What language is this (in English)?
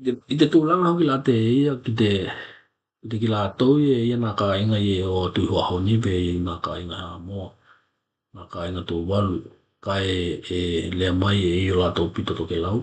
Tokelau